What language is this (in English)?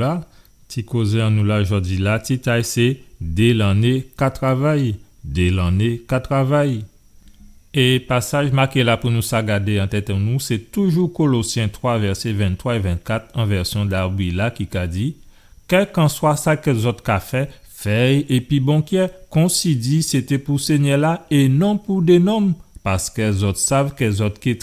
Guadeloupean Creole French